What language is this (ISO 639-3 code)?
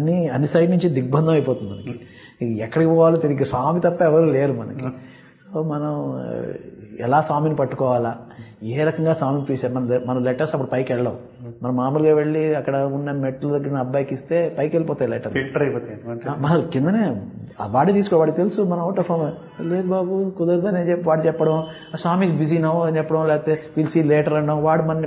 tel